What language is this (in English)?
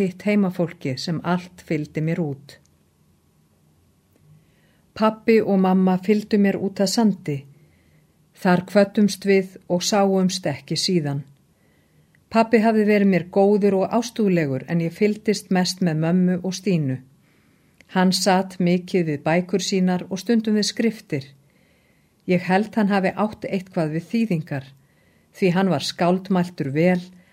Icelandic